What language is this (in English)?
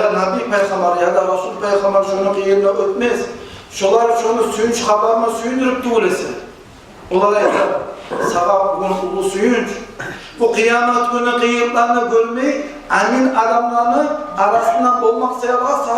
Kumyk